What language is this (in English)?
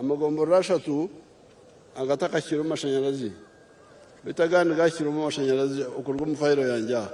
Nyankole